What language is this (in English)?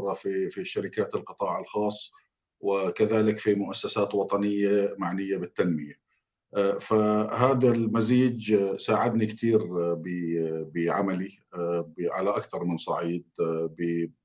North Levantine Arabic